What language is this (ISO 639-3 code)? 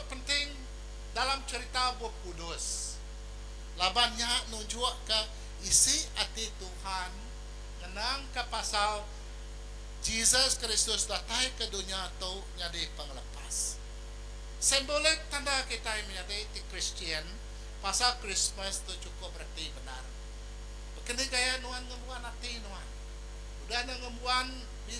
iba